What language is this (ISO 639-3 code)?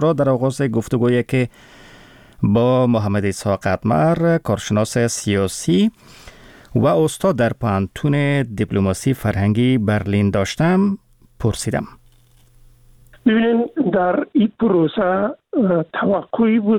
fas